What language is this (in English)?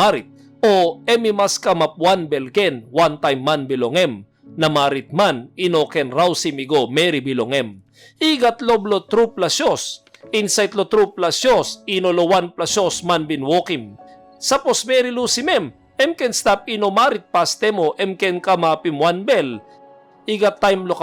Tok Pisin